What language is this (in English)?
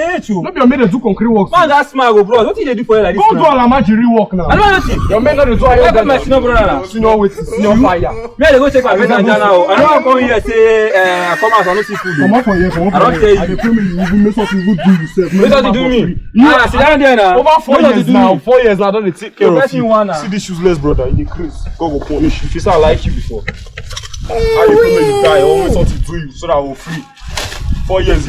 Nigerian Pidgin